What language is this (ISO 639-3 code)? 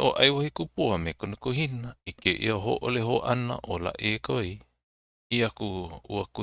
haw